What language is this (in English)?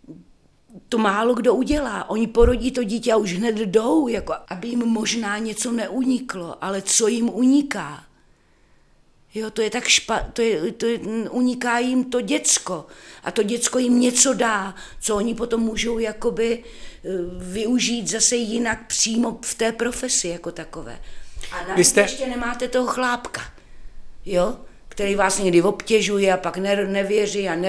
Czech